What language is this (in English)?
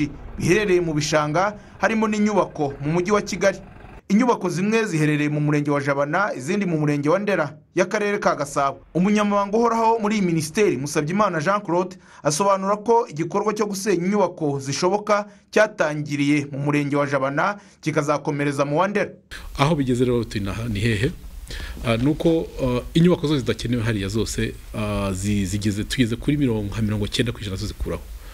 Kinyarwanda